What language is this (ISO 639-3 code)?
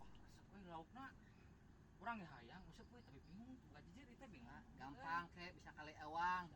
sun